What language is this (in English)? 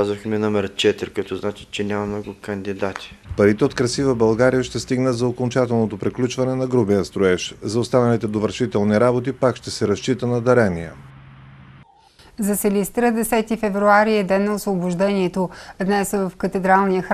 Bulgarian